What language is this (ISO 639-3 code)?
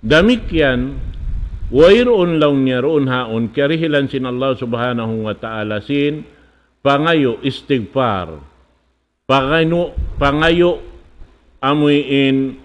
tsg